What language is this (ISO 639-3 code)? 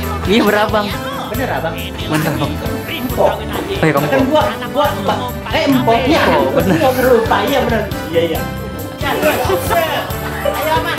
bew